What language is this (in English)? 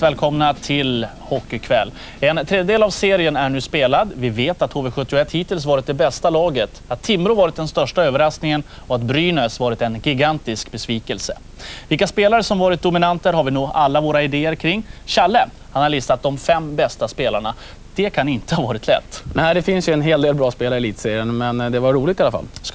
Swedish